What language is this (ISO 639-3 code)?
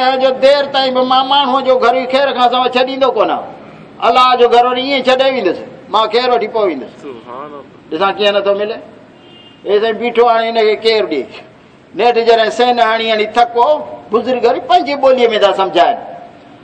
skr